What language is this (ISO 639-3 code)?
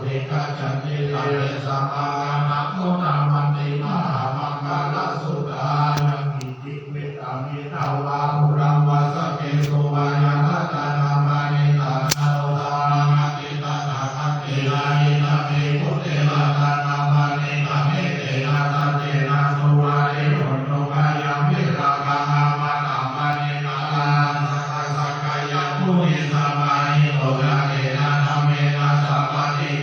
pli